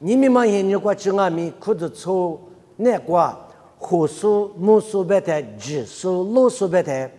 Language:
Lisu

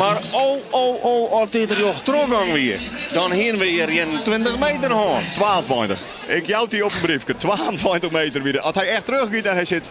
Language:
Western Frisian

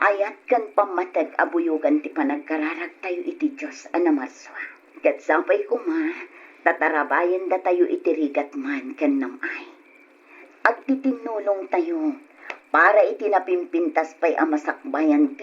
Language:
Iloko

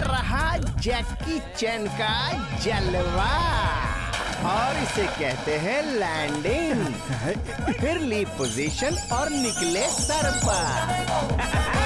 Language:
Hindi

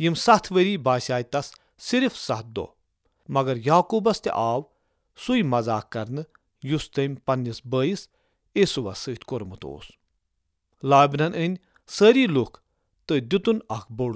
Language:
Kashmiri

